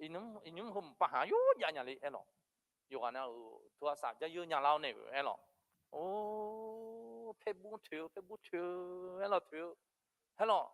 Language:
Akha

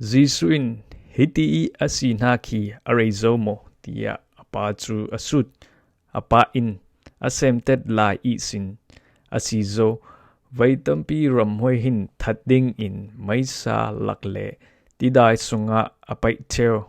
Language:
Falam Chin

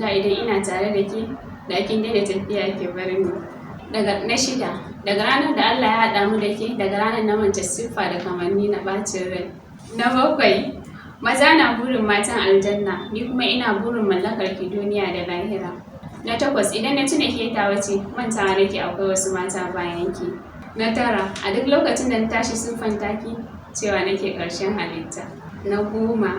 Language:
Hausa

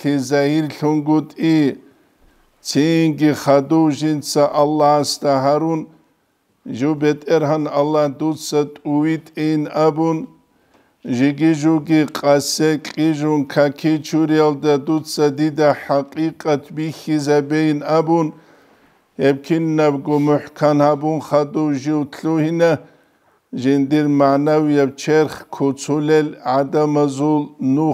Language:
Avaric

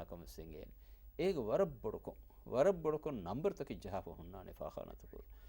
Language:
Divehi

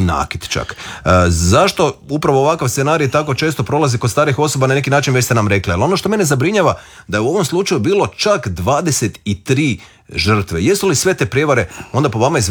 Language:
Croatian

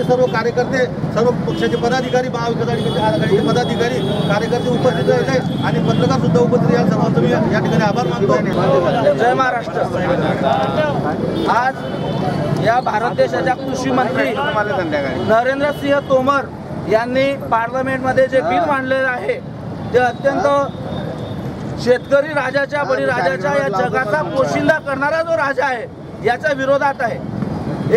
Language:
Marathi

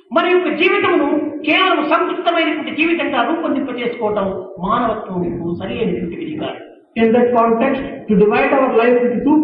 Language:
Telugu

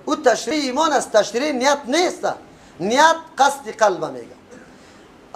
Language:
Tajik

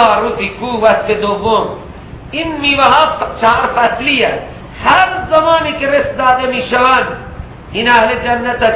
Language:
Persian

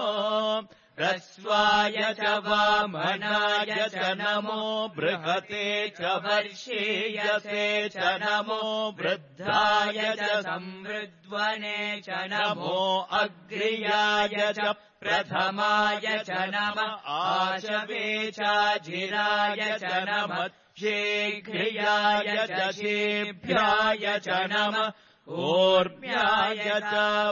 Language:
Sanskrit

